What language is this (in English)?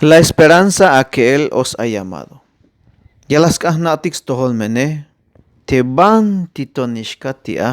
Tzeltal